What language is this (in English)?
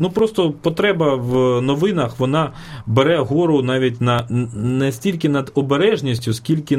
Ukrainian